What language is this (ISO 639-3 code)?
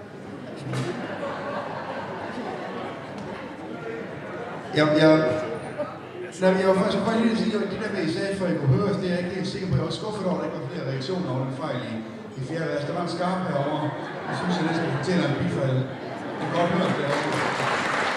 dan